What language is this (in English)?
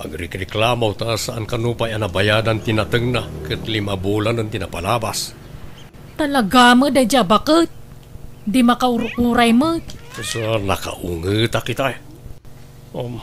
Iloko